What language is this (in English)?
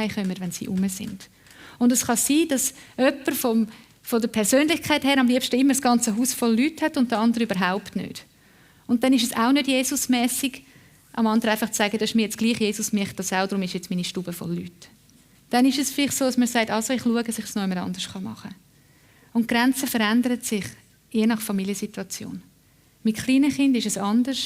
Swiss German